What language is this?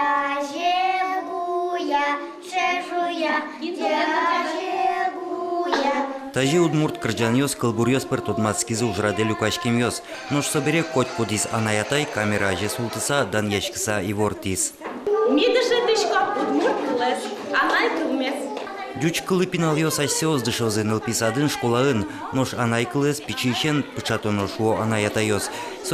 Udmurt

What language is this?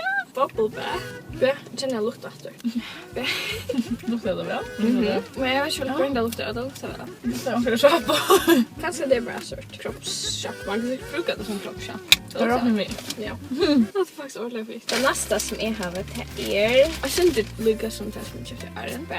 Faroese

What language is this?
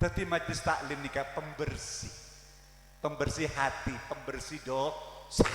Madurese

